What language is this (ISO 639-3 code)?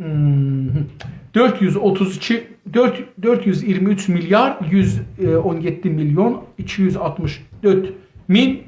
azb